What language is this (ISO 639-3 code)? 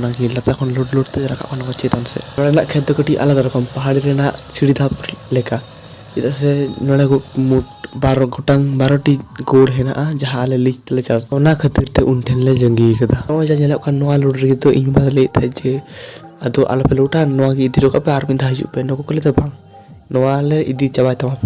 sat